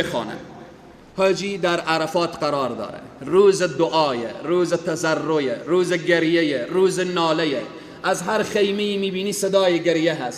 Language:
Persian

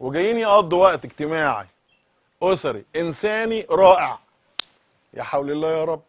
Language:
Egyptian Arabic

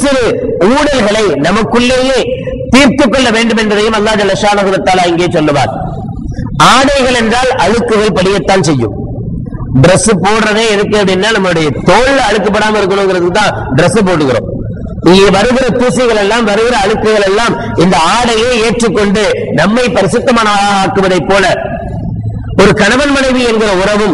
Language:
Tamil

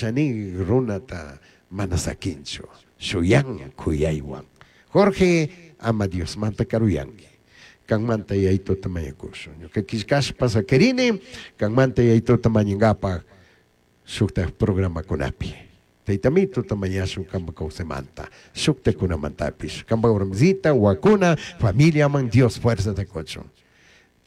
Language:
Chimborazo Highland Quichua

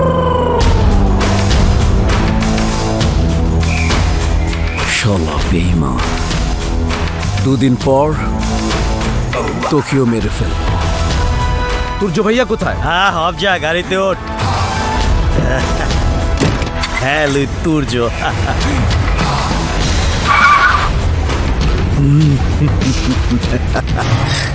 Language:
Bangla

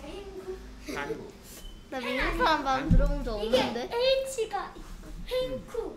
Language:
Korean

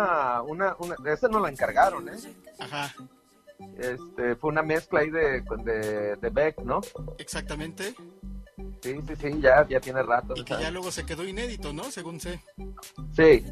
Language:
Spanish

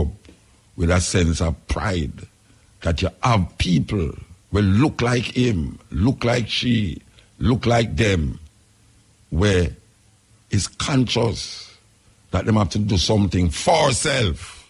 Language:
Jamaican Creole English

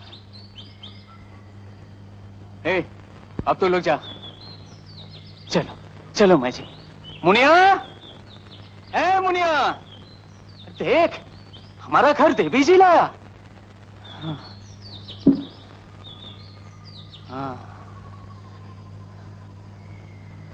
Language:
Bangla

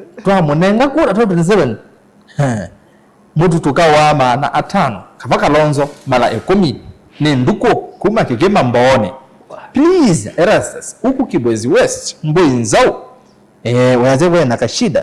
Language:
Kamba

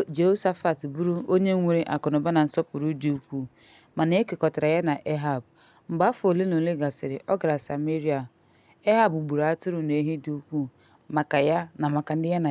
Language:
Igbo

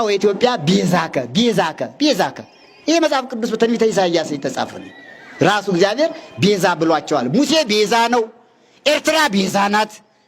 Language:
Amharic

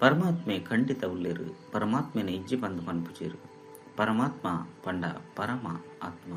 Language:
Tulu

